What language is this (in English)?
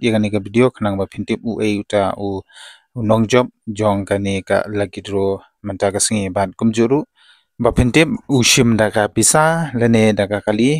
Khasi